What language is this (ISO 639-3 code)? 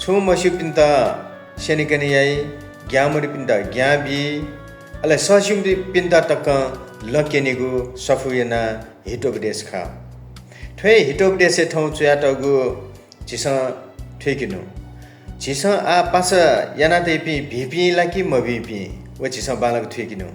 new